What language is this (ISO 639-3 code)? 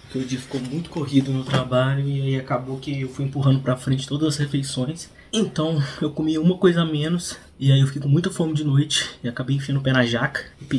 por